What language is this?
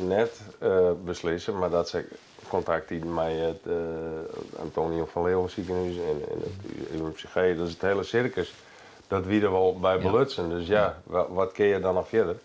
Western Frisian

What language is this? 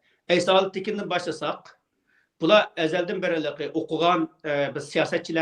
Uyghur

